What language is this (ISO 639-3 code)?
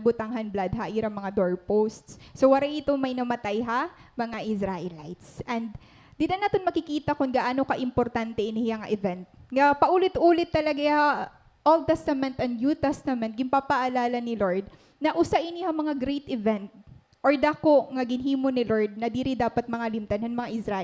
war